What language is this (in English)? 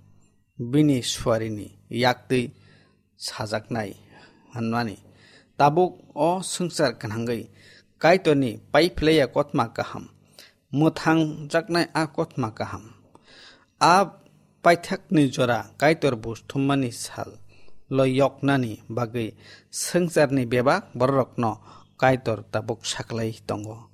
Kok Borok